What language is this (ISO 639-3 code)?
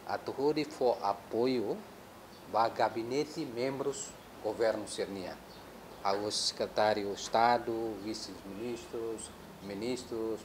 tet